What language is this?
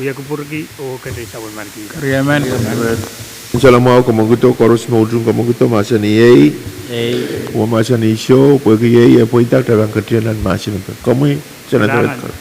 Pohnpeian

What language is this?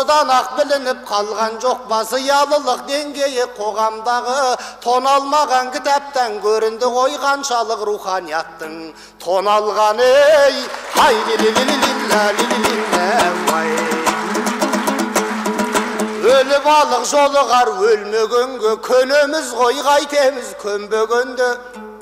Kazakh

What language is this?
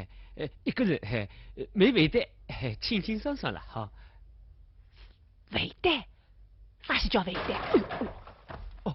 Wu Chinese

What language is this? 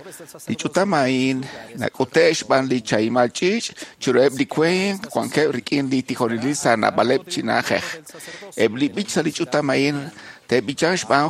Kekchí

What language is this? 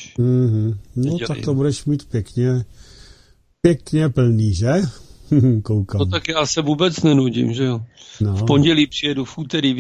Czech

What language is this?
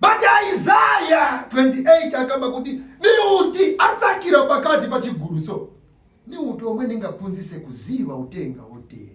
Nyanja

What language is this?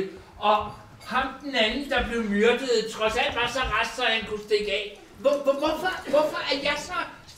Danish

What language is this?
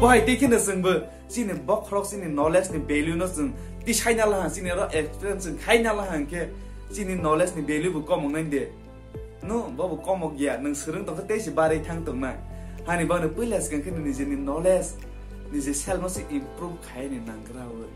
Kok Borok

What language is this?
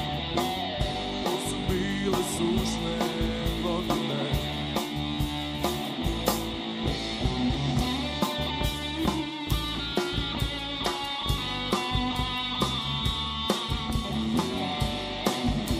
Croatian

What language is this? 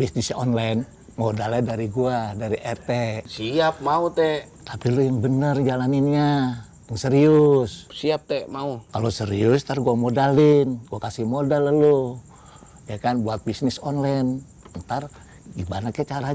Betawi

